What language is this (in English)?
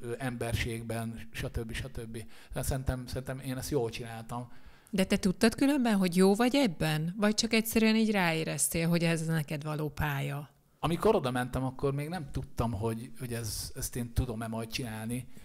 Hungarian